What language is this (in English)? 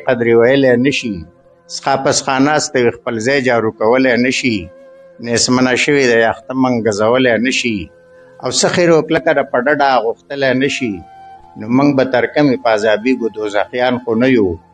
Pashto